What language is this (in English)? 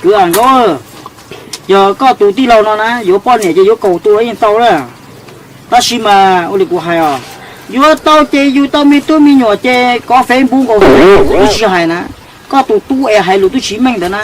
Hmong